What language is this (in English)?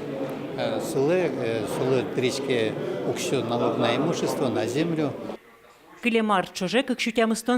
Udmurt